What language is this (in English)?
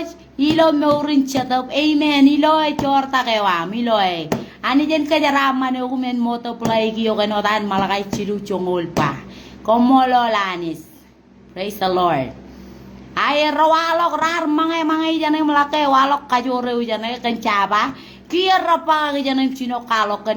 Marshallese